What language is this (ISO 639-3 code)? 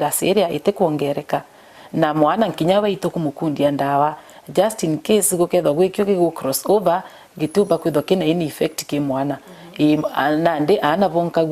mer